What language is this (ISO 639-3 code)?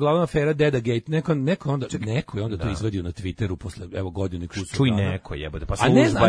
srp